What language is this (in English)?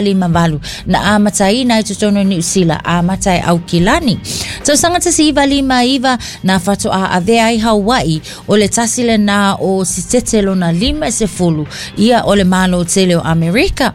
Samoan